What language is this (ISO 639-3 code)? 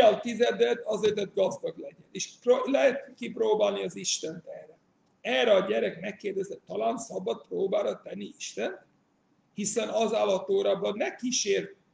hun